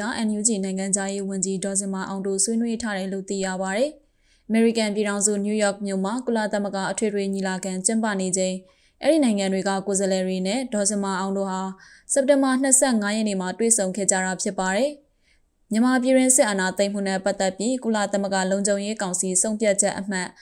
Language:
Burmese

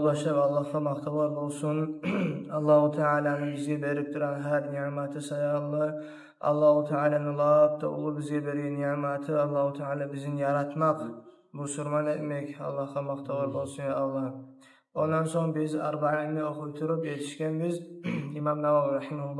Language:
Kumyk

